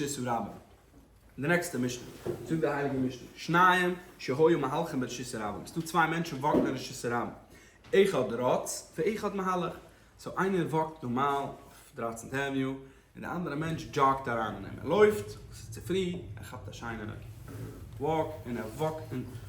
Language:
Yiddish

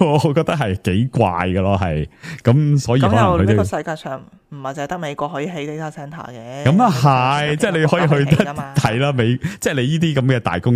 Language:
Cantonese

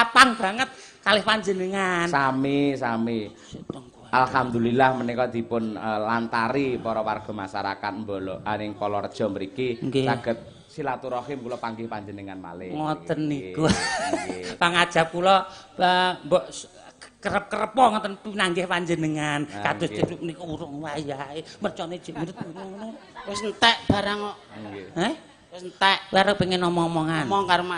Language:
Javanese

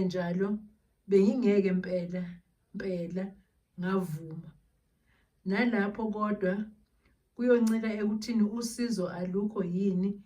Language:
Zulu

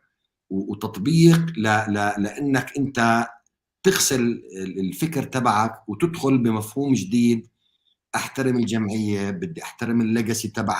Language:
North Levantine Arabic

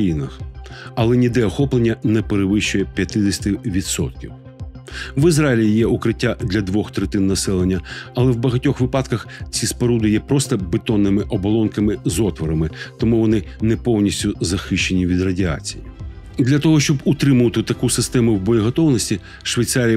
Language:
Ukrainian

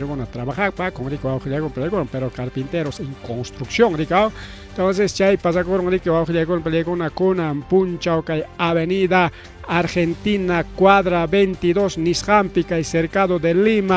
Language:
Ayacucho Quechua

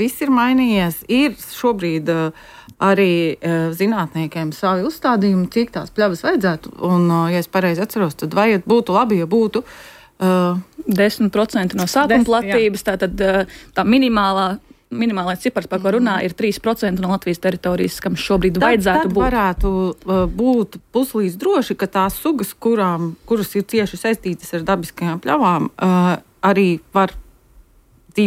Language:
Latvian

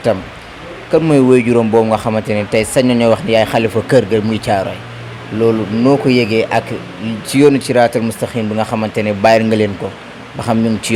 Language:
Wolof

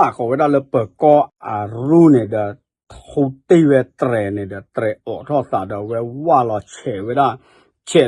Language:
S'gaw Karen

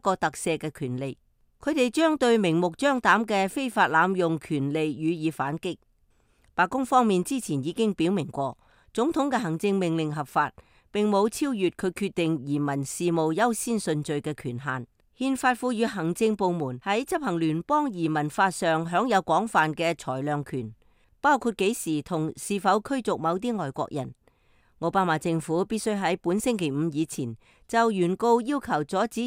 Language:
Cantonese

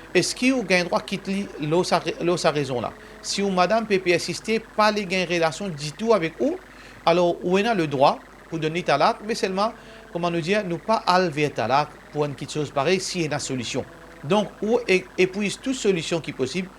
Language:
Morisyen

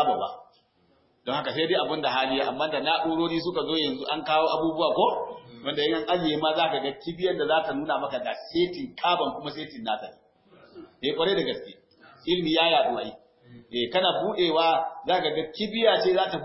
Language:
Hausa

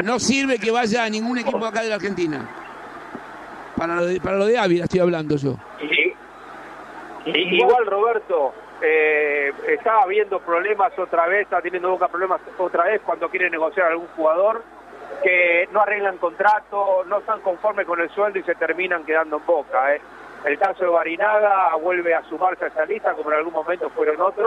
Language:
Spanish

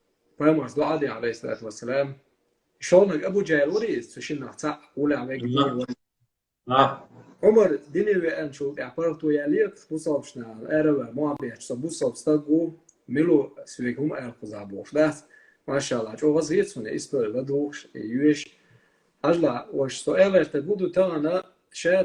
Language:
Chechen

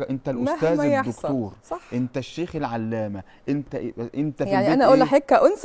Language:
Egyptian Arabic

